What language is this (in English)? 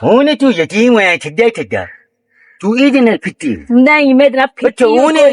Western Panjabi